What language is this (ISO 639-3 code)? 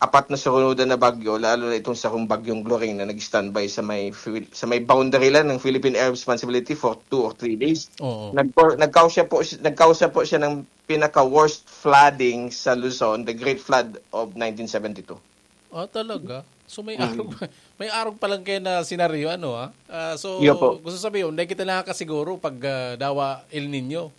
bik